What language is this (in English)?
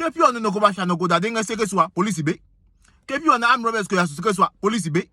Adangme